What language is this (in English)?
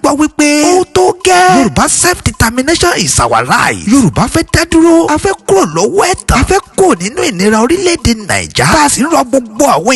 Yoruba